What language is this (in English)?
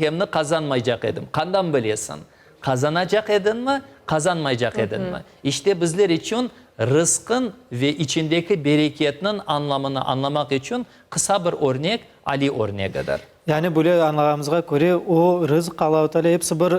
Crimean Tatar